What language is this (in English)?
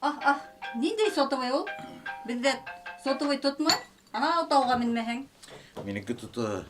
Bashkir